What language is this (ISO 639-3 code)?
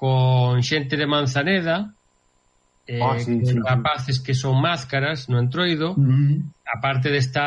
glg